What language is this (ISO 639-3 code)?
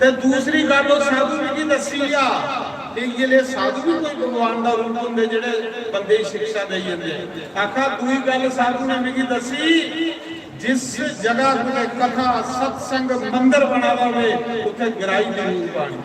doi